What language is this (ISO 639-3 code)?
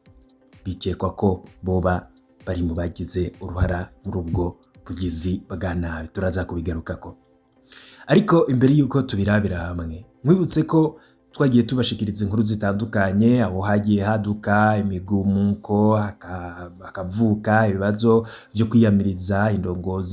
run